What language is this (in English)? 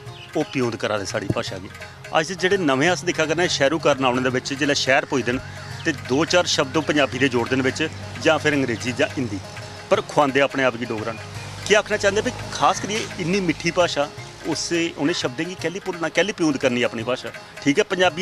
Dogri